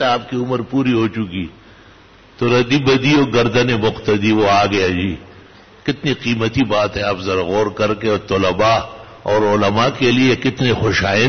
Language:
Urdu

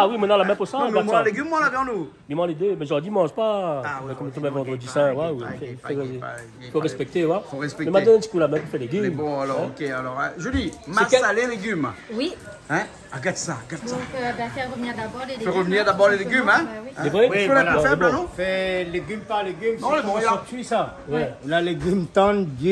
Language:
Réunion Creole French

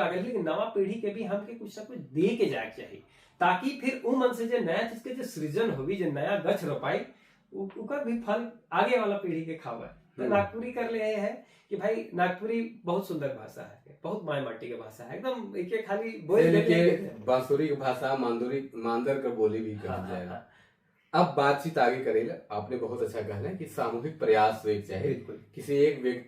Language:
Sadri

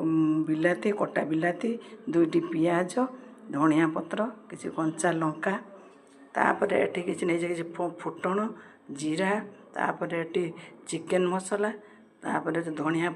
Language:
Odia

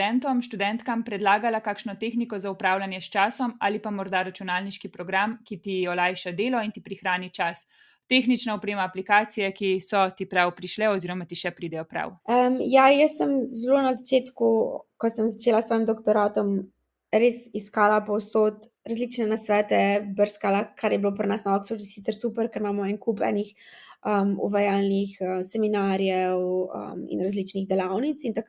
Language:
Slovenian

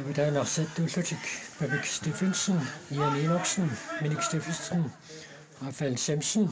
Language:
Kalaallisut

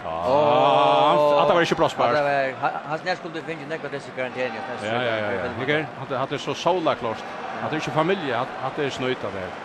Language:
Faroese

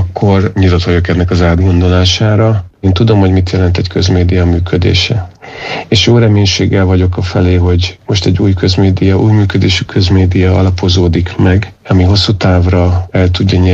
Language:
Hungarian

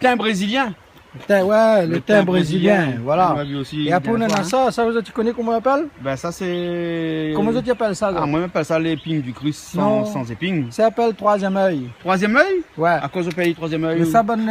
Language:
Réunion Creole French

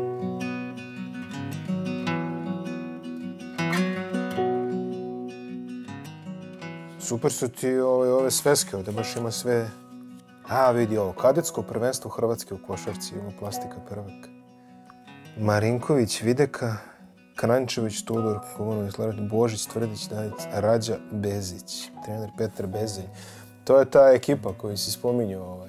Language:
Croatian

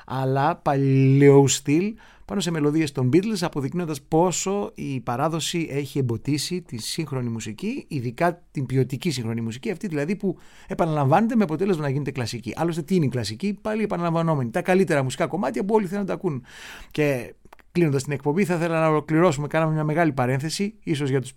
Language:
Greek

